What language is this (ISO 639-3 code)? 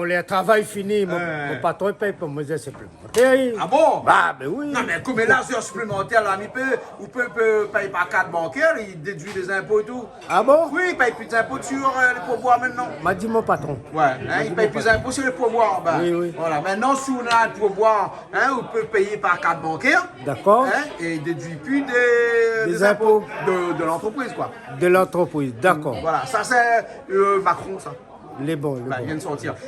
rcf